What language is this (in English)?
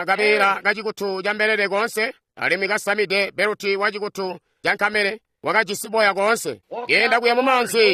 Tonga (Zambia)